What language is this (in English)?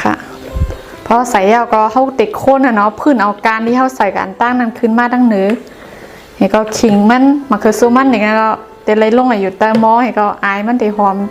Shan